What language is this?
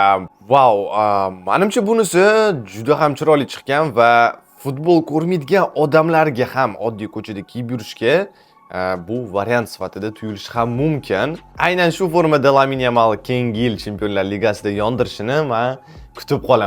Uzbek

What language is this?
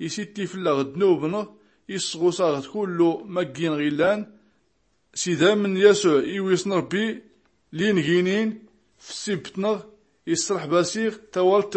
Tachelhit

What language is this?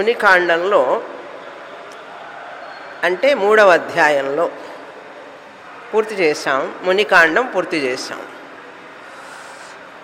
Telugu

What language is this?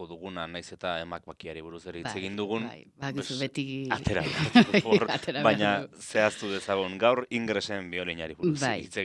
Basque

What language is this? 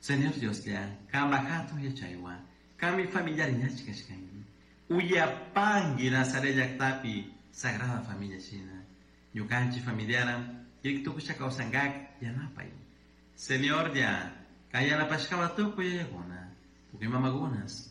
Chimborazo Highland Quichua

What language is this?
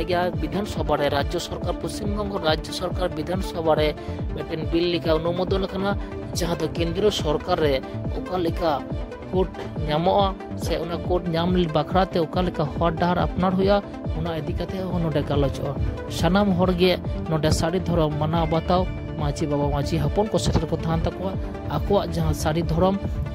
Santali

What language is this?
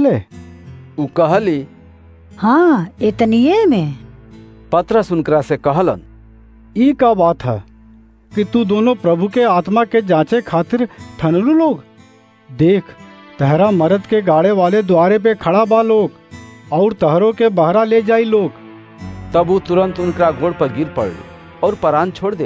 Bhojpuri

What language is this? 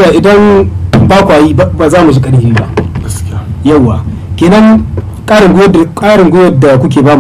Hausa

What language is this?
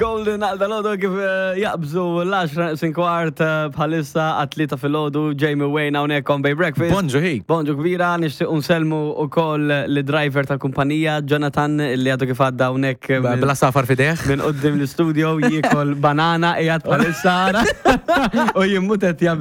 Maltese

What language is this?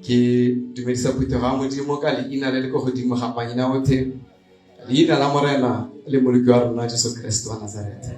Tswana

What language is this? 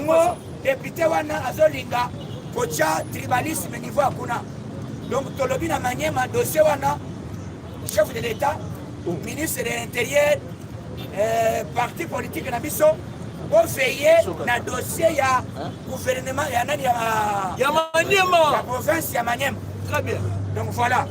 Lingala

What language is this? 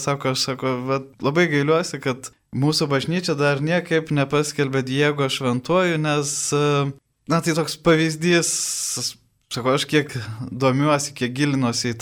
Lithuanian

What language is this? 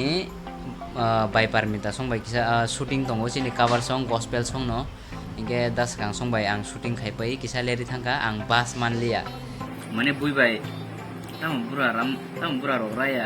Kok Borok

